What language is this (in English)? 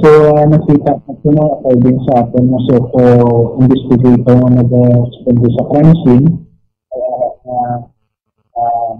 Hiligaynon